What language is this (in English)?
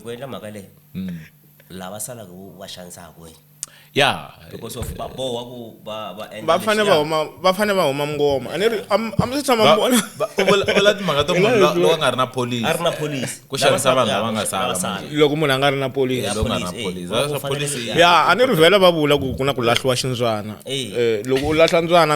Tsonga